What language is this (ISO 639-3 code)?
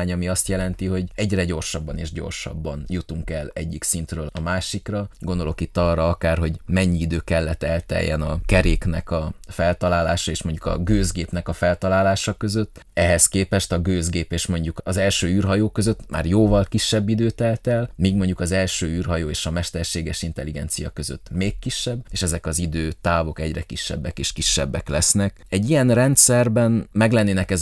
hun